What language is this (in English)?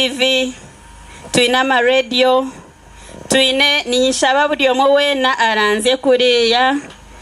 Nyankole